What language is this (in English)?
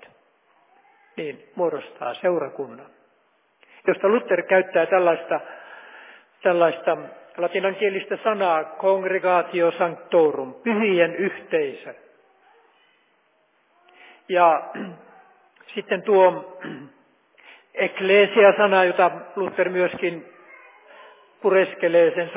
Finnish